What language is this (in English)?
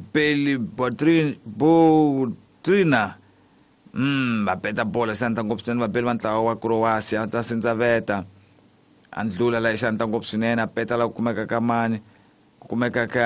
Tsonga